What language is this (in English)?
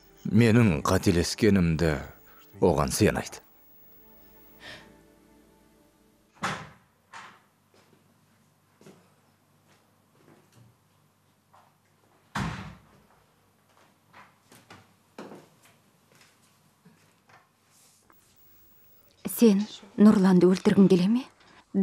Kazakh